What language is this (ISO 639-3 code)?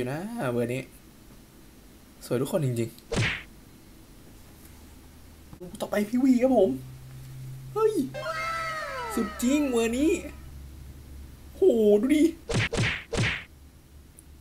tha